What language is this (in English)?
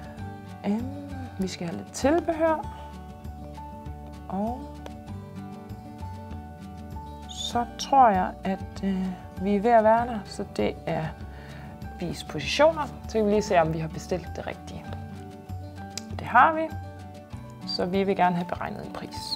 Danish